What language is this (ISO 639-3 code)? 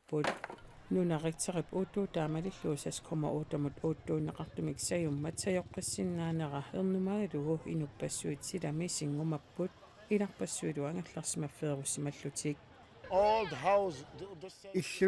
kal